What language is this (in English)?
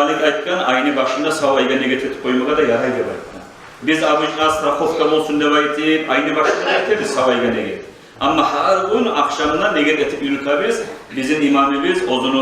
Kumyk